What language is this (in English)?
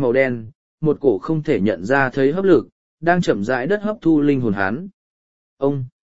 Vietnamese